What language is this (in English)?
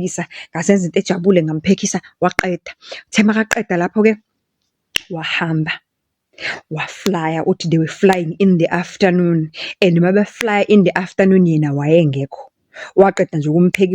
Zulu